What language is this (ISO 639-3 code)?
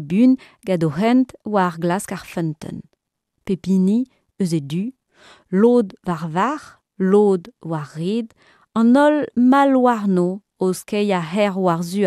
bre